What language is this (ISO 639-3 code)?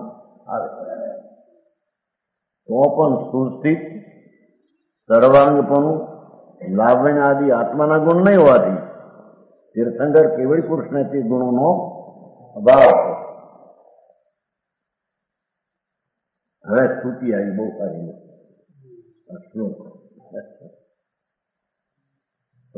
guj